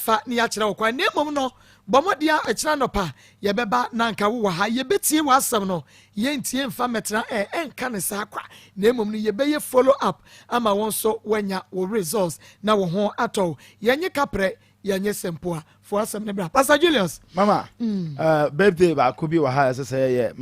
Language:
Akan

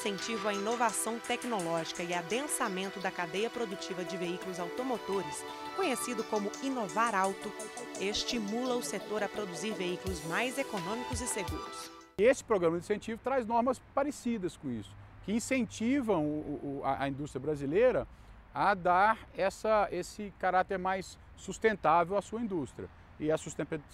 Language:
Portuguese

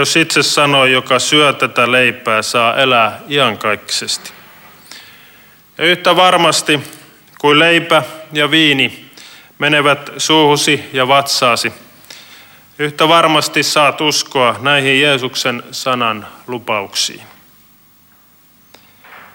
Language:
Finnish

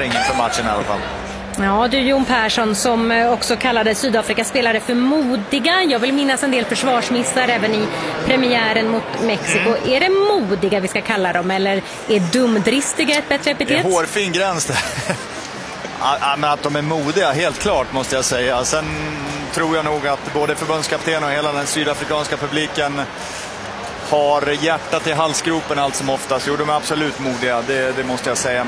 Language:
Swedish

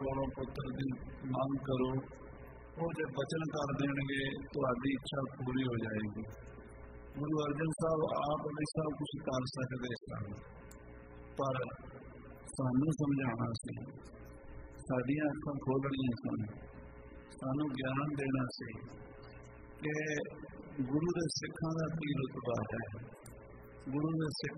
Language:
Punjabi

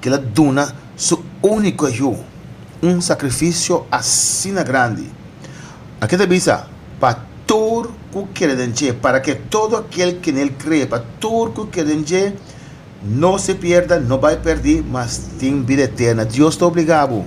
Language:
Papiamento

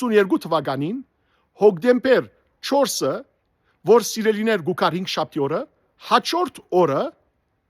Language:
Western Armenian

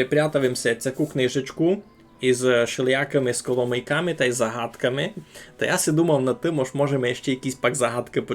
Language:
Rusyn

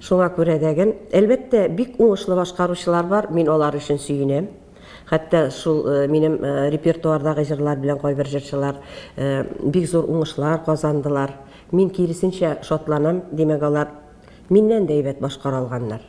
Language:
Tatar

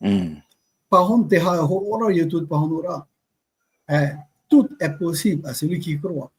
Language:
Tahitian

